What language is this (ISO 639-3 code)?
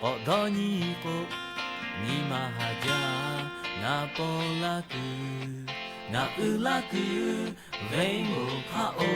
lhu